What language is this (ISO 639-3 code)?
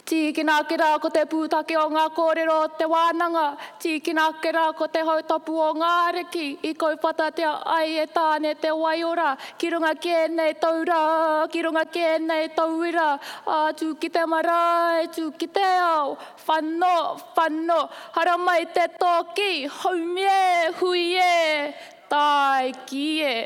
mri